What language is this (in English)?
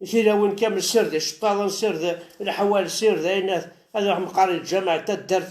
Kabyle